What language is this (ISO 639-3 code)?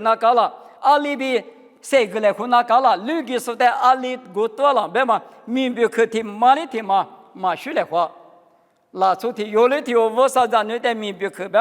lis